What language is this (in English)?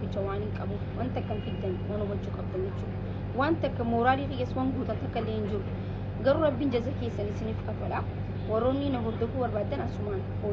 Oromo